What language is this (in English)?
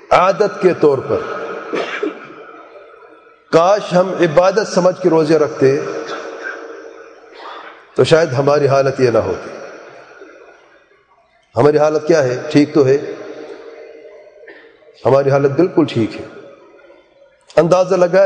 Urdu